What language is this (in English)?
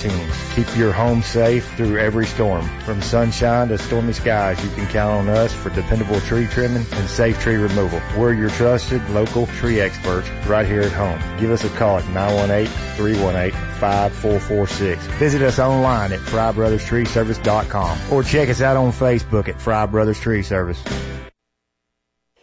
English